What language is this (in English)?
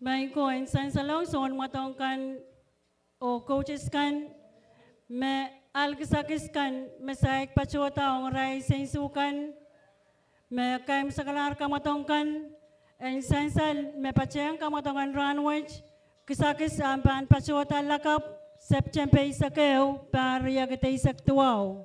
Pohnpeian